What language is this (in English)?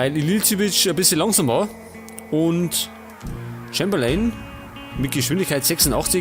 Bavarian